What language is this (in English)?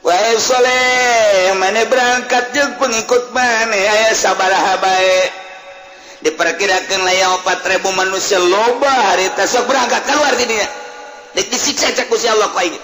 Sundanese